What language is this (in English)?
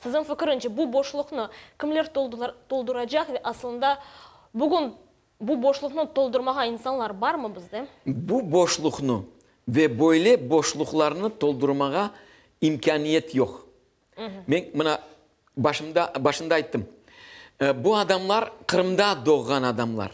Crimean Tatar